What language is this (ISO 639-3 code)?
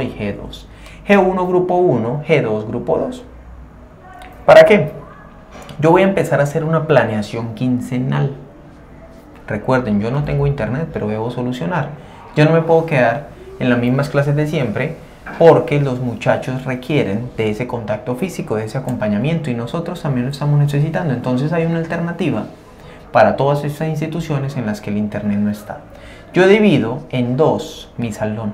spa